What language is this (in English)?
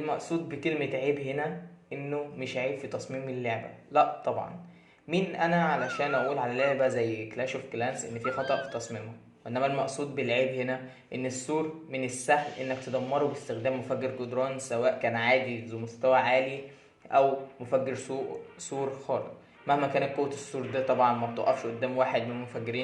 Egyptian Arabic